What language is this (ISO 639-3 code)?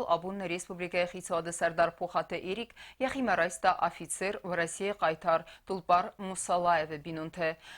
oss